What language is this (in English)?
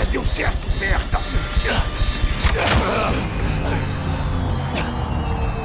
Portuguese